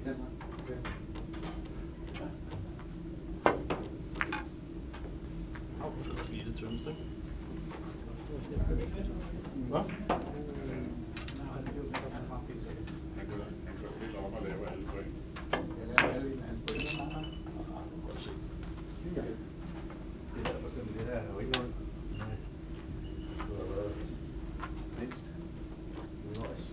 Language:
Danish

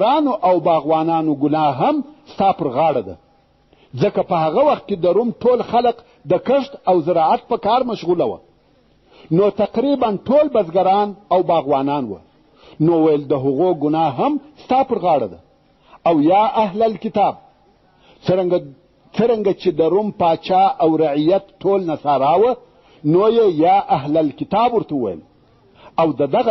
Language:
Pashto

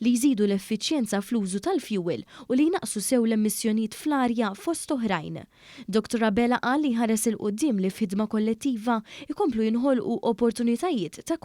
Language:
Maltese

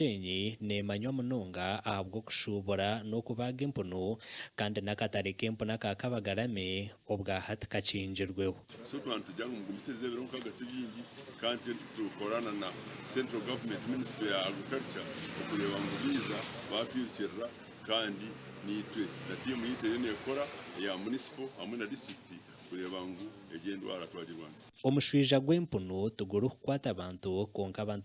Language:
Nyankole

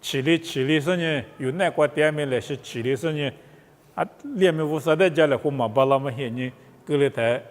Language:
Lisu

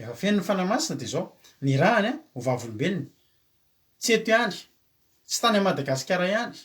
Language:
Malagasy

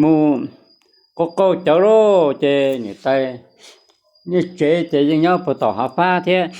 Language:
Hmong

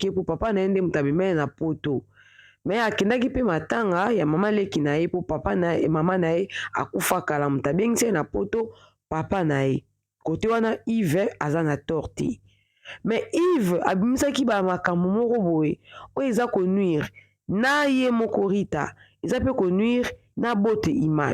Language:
Lingala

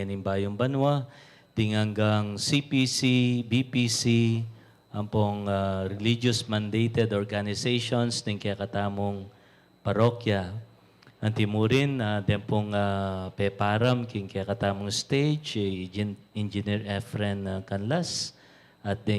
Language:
Pampanga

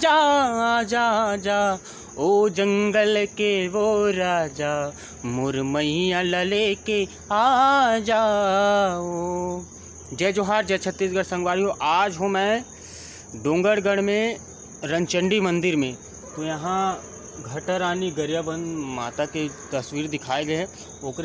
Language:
Chhattisgarhi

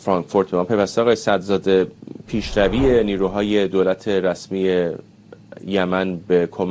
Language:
Persian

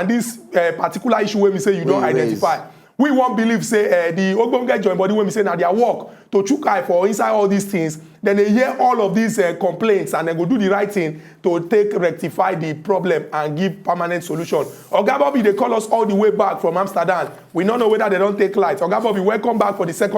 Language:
Nigerian Pidgin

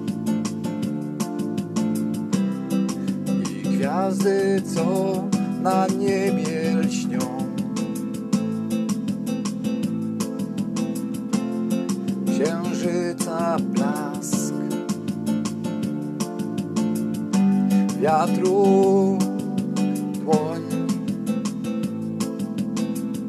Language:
Polish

